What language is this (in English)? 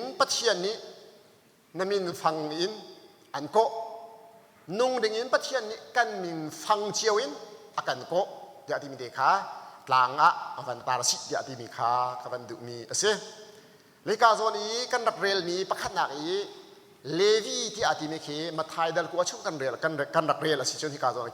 Hakha Chin